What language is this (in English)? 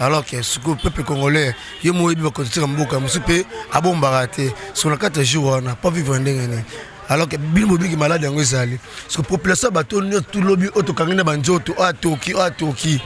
Lingala